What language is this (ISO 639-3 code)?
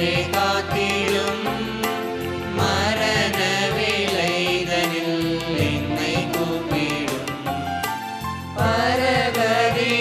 tam